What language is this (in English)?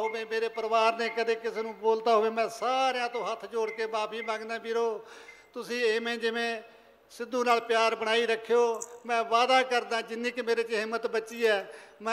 Punjabi